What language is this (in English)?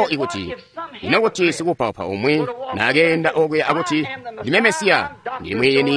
Tonga (Zambia)